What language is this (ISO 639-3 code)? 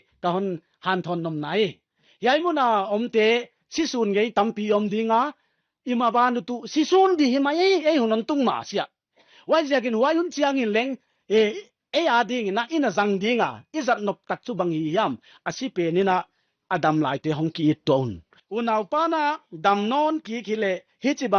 pck